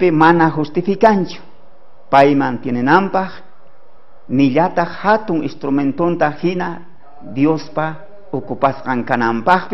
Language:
South Bolivian Quechua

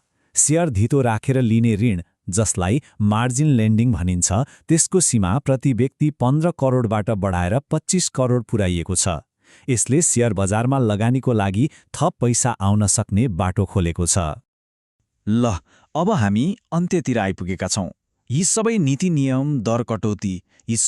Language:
Nepali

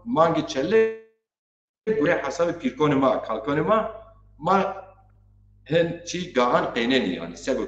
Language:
Zaza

